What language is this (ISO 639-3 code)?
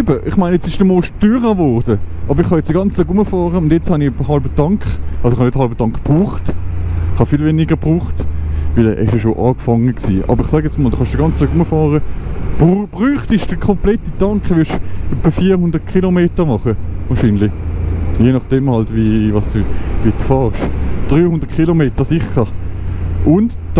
gsw